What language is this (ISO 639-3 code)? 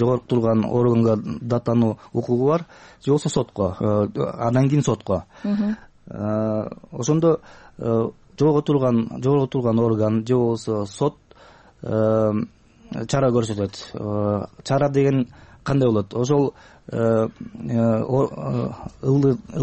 kir